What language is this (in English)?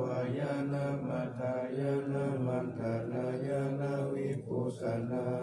Pali